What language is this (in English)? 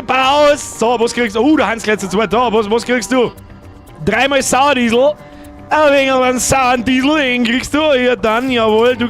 Bavarian